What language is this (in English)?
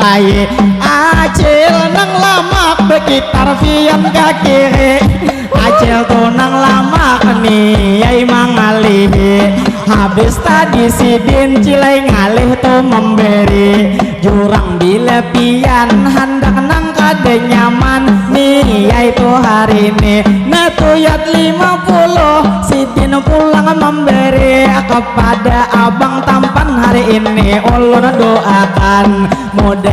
Banjar